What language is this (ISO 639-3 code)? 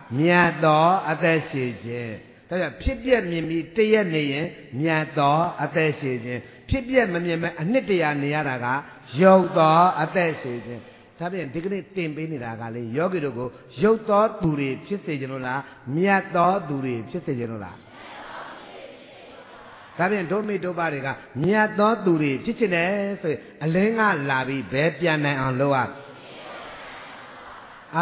mya